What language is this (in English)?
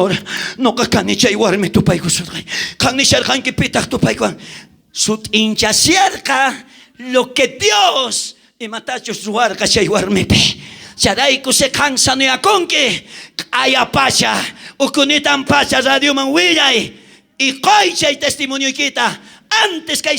South Bolivian Quechua